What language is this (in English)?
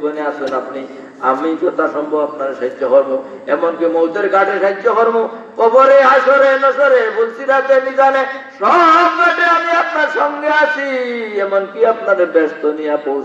Sylheti